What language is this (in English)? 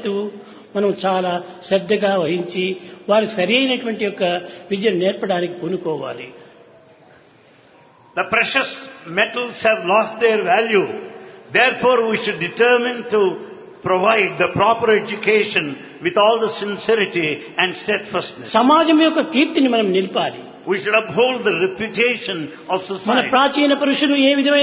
Telugu